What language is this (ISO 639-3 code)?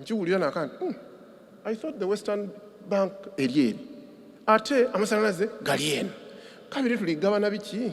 xog